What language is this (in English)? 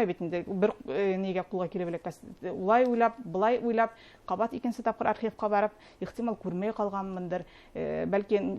Bashkir